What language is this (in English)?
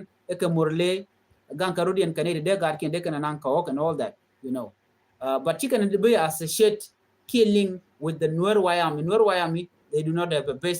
Nuer